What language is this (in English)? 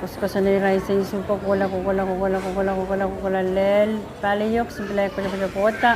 Pohnpeian